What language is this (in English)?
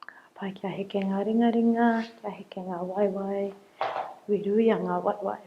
Māori